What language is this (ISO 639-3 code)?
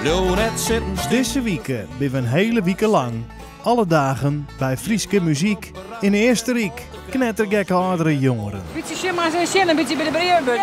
fry